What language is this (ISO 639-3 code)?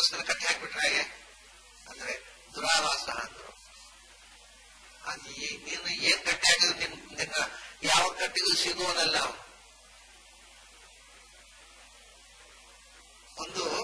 kan